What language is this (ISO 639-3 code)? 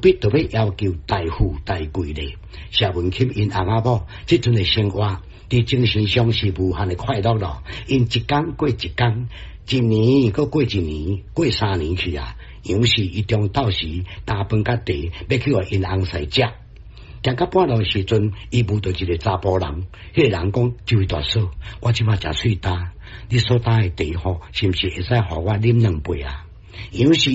nan